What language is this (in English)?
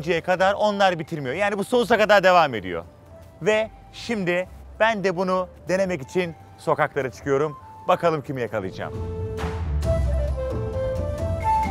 Turkish